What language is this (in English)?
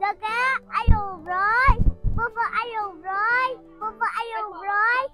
Riang (India)